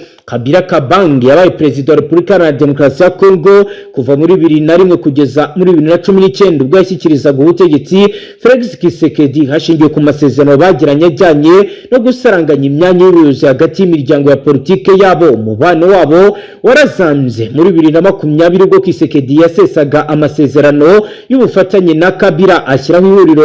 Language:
Kinyarwanda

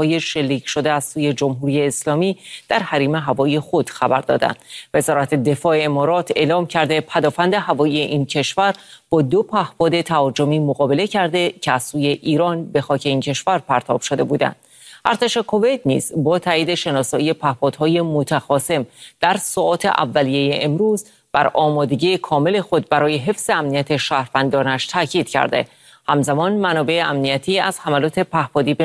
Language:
Persian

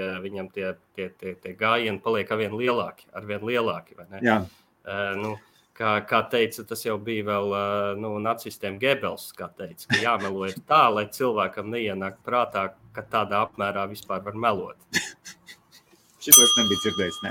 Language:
Latvian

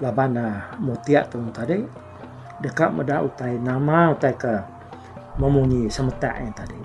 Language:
Iban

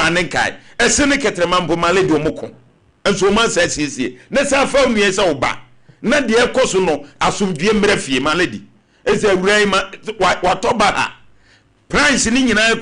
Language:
Akan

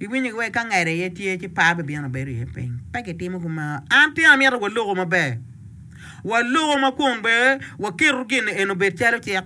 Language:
Acoli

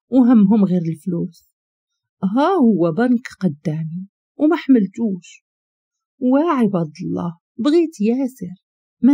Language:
Moroccan Arabic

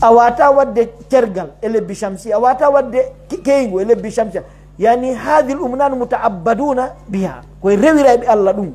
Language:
Pular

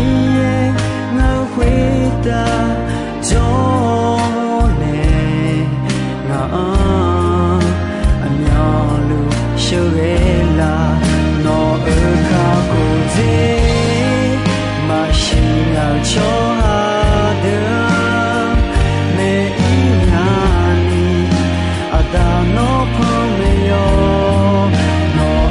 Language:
Akha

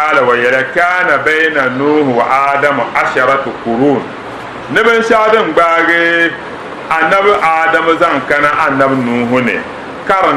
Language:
Dagbani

